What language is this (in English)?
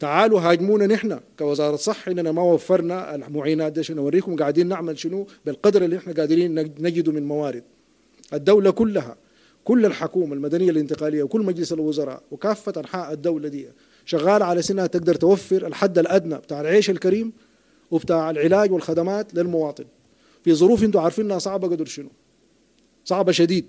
Sudanese Arabic